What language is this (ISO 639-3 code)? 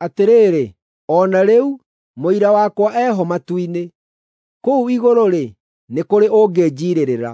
kik